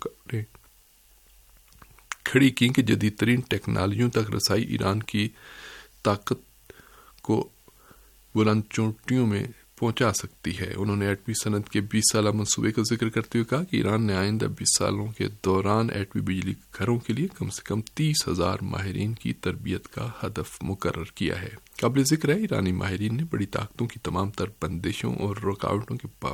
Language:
Urdu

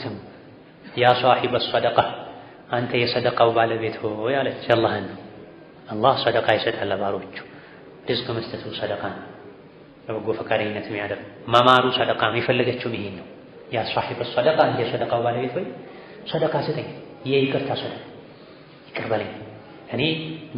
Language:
Amharic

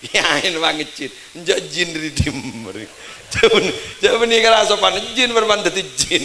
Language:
Madurese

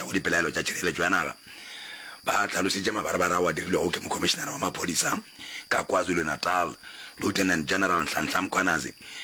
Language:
Northern Sotho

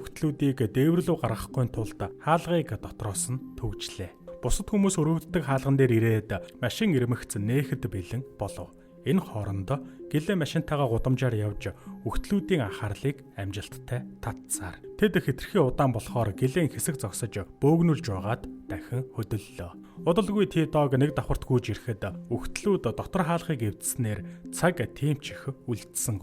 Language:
Mongolian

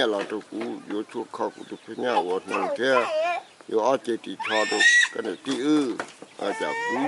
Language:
Hmong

